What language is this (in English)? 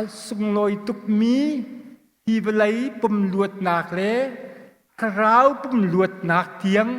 Hakha Chin